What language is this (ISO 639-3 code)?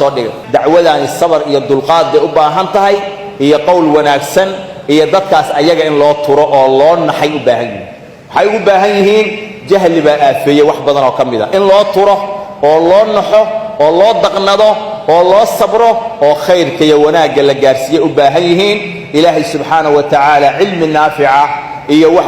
som